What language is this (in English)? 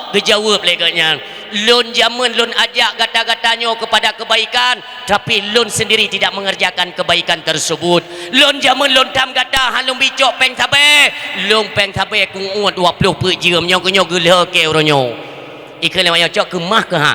Achinese